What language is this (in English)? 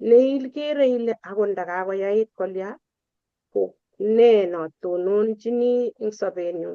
Kalenjin